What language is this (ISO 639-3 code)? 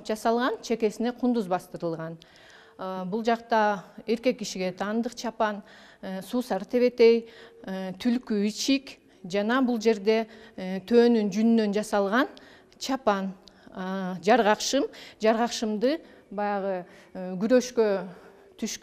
kir